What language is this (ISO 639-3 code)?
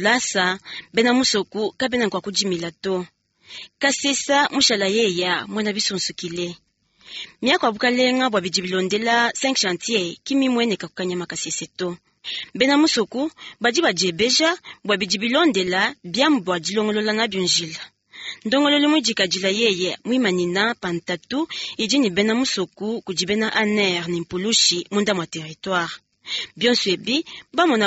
lua